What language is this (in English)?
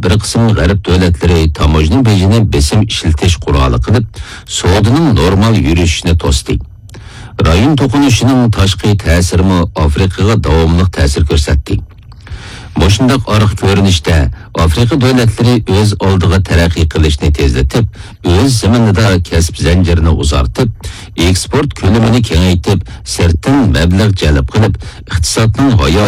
Uyghur